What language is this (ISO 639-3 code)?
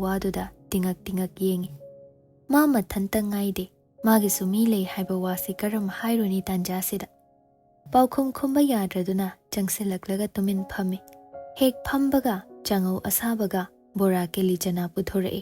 mni